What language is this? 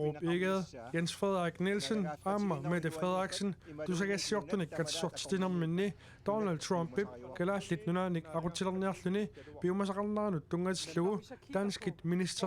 Kalaallisut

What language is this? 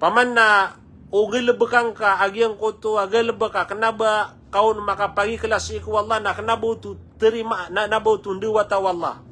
Maranao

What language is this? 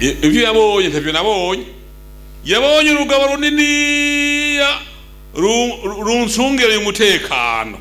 Rundi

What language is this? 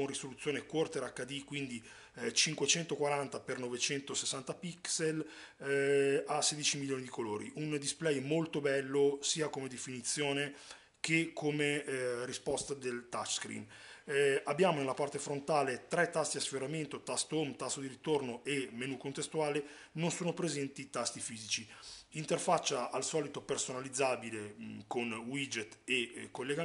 Italian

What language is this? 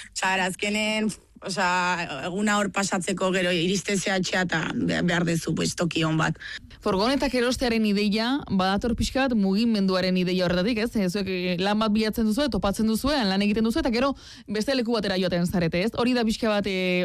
Basque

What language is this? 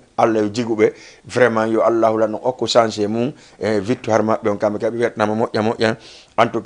Fula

